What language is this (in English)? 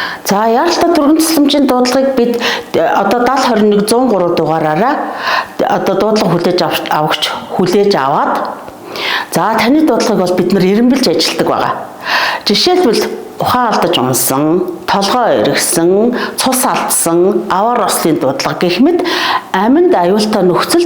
Mongolian